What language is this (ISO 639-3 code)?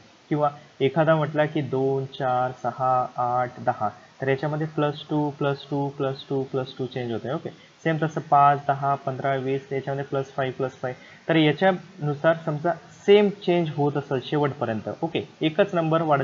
mar